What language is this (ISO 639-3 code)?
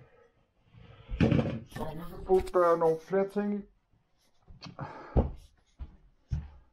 dan